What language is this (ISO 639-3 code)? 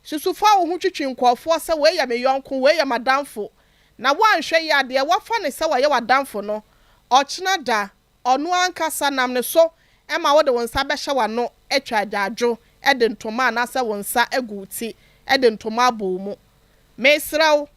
aka